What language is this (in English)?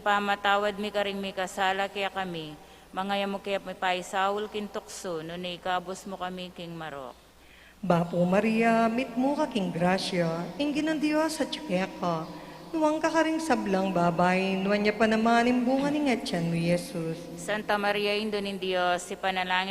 Pampanga